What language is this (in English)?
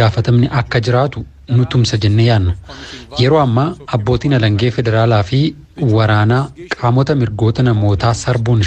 Oromo